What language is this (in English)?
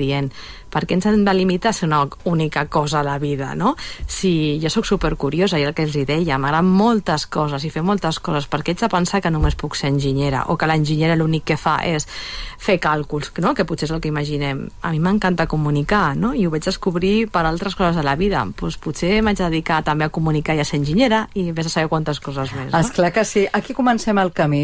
Catalan